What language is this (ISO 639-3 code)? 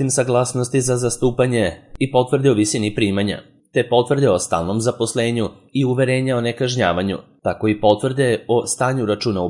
srp